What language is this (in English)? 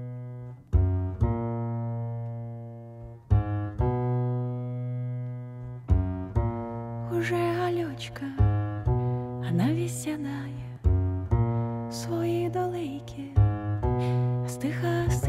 German